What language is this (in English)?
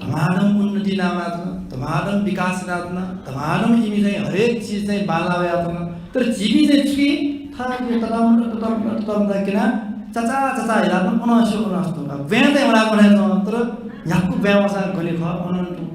Newari